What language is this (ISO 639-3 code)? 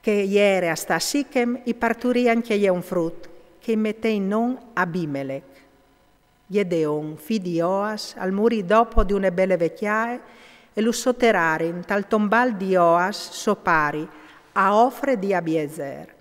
fur